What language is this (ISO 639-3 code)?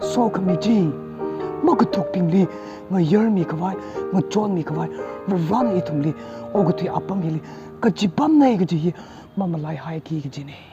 nmf